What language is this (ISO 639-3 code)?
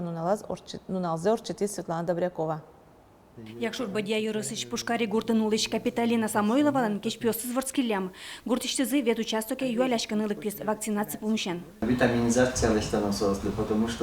udm